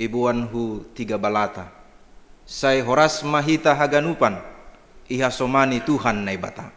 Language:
Batak Simalungun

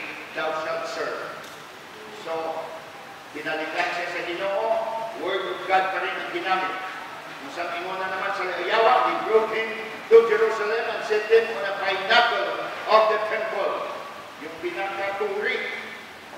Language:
Filipino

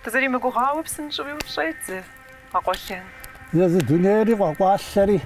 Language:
Kabardian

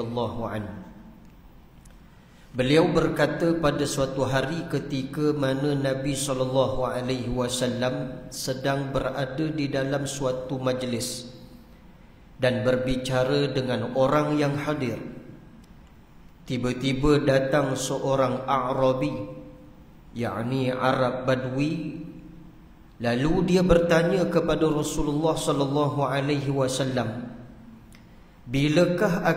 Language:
Malay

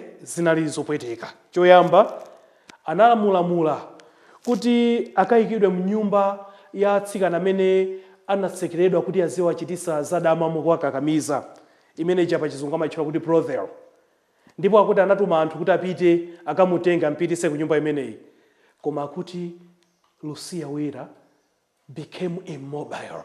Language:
Nyanja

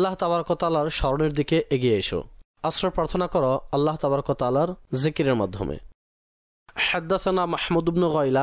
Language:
Bangla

